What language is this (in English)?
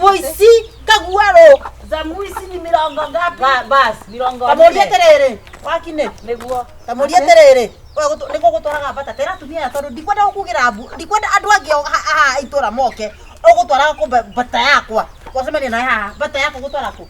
Kikuyu